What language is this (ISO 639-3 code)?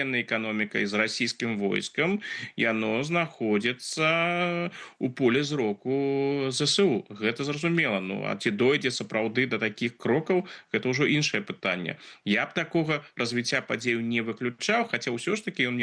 bel